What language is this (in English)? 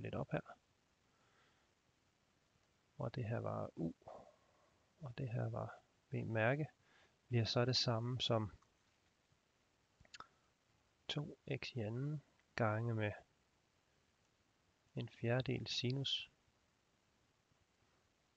Danish